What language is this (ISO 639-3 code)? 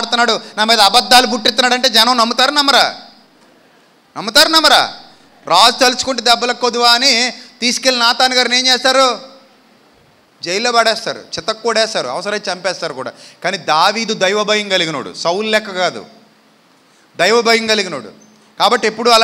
tel